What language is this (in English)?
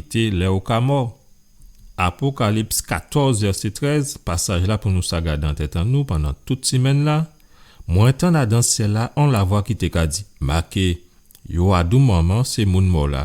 Guadeloupean Creole French